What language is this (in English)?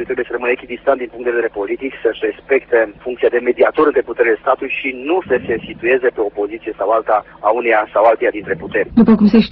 Romanian